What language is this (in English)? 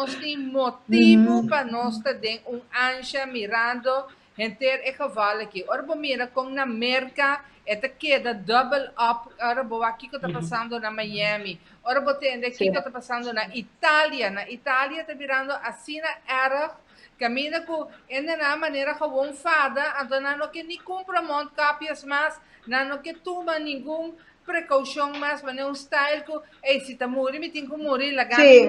Papiamento